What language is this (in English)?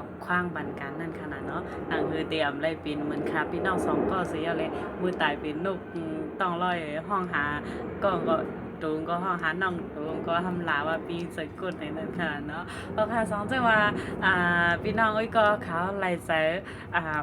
Shan